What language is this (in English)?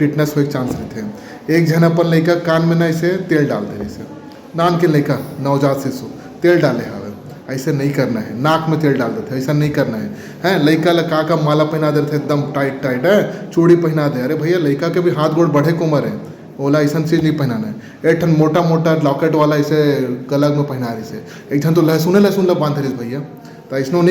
Chhattisgarhi